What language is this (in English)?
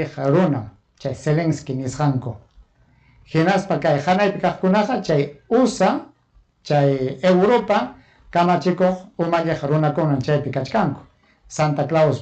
Ayacucho Quechua